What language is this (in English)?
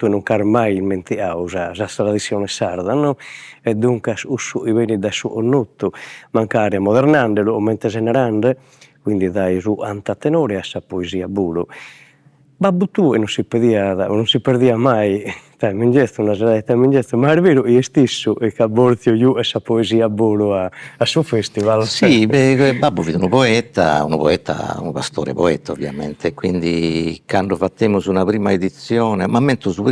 Sardinian